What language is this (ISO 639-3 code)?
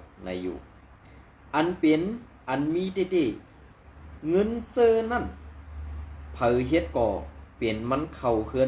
shn